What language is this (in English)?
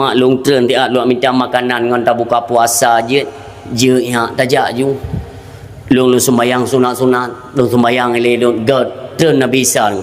Achinese